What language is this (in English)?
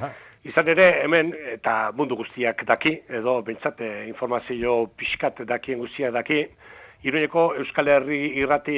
Basque